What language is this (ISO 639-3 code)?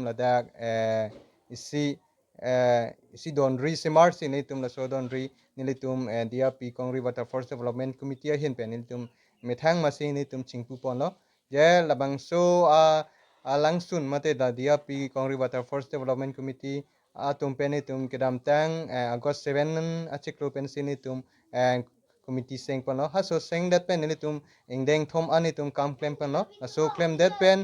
mjw